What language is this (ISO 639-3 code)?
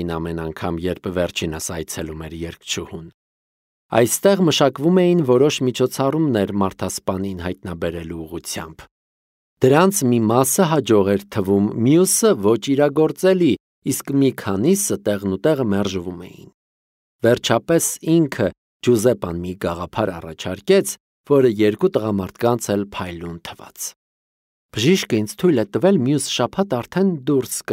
hye